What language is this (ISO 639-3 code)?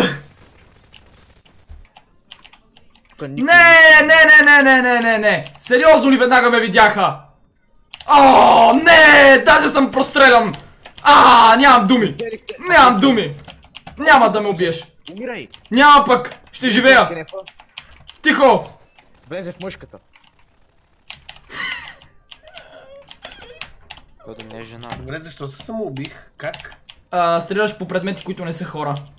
bul